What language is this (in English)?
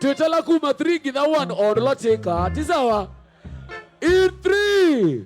Kamba